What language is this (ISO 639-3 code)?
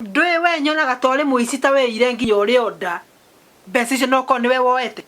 kik